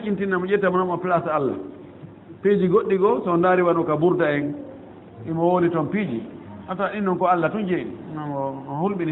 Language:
Fula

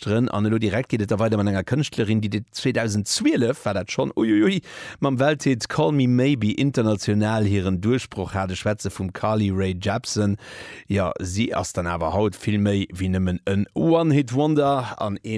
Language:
Luxembourgish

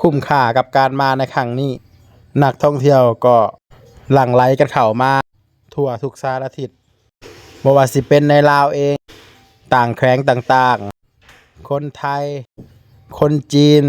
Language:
Northeastern Thai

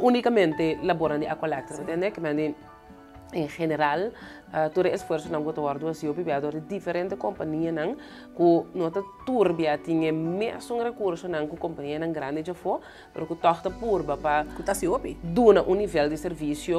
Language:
Papiamento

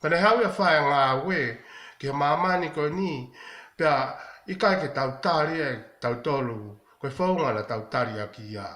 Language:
Tongan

